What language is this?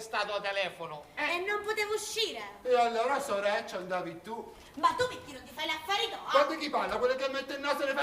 Sicilian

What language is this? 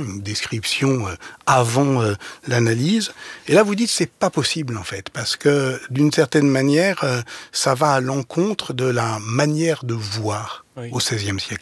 French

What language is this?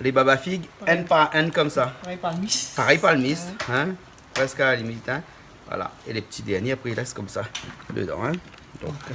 Réunion Creole French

